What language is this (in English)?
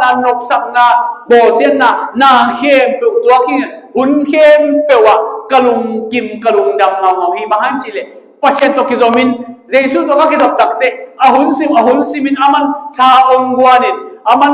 Tedim Chin